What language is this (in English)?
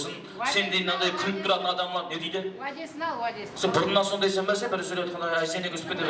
Kara-Kalpak